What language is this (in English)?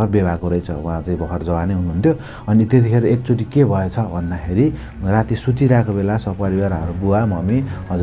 Nepali